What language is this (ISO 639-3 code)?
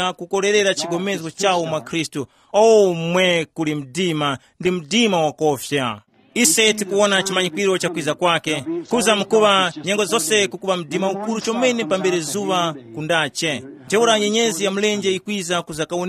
tum